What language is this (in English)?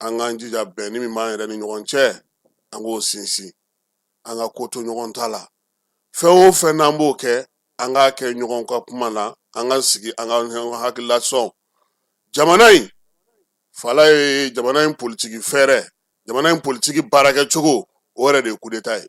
Bambara